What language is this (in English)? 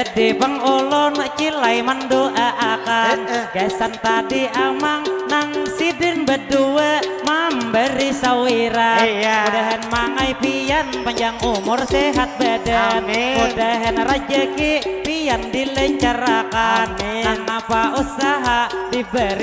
Banjar